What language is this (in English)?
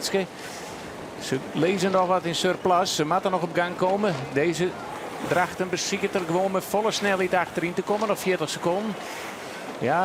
Western Frisian